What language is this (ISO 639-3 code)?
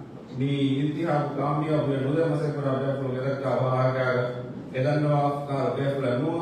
div